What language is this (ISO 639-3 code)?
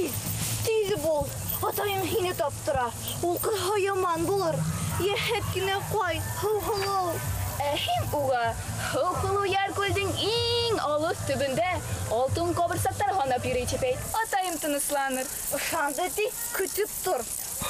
bak